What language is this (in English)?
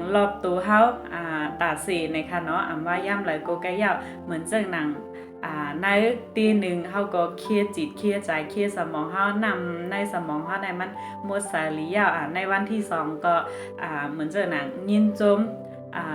Shan